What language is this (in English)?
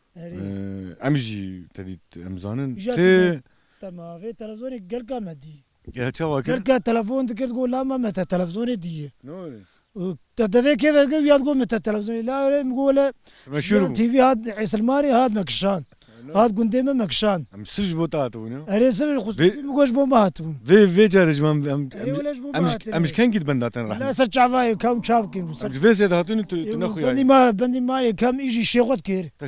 Kurdish